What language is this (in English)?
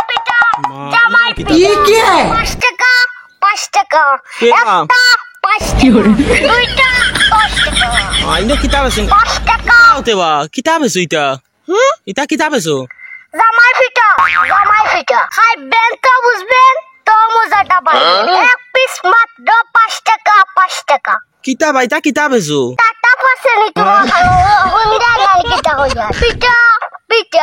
Sylheti